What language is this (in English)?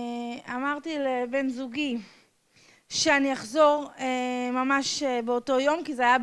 Hebrew